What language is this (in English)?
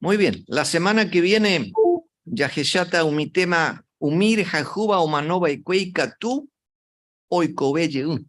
Guarani